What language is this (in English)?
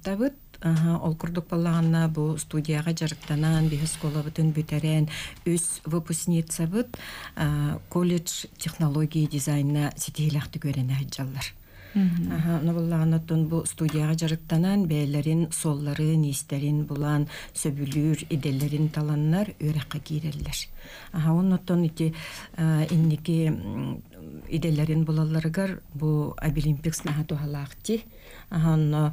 Yakut